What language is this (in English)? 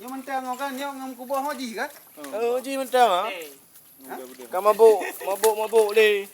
Achinese